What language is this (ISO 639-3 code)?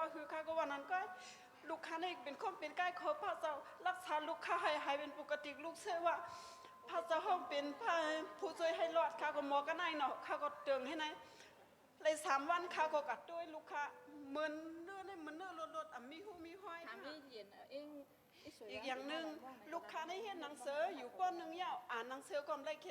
shn